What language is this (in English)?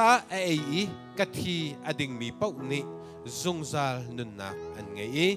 Hakha Chin